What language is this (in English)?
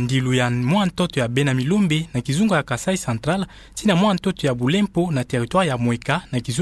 Kituba (Democratic Republic of Congo)